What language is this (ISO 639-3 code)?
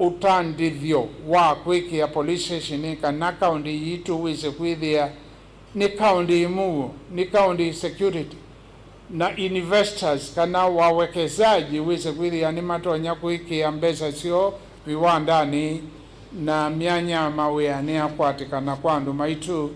kam